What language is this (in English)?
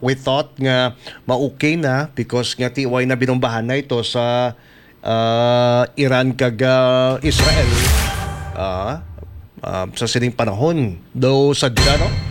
Hiligaynon